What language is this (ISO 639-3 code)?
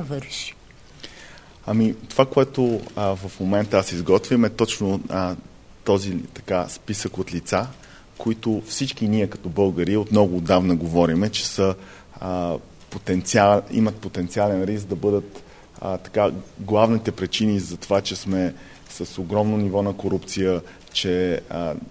bul